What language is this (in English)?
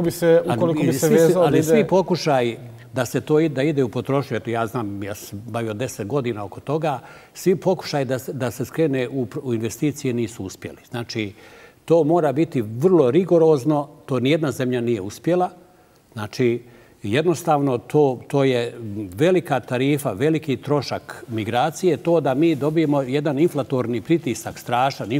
Bosnian